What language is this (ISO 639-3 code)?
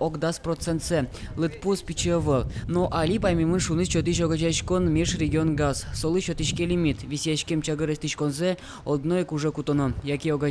udm